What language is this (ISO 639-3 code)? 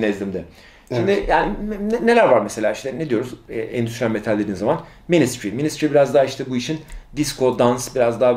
tur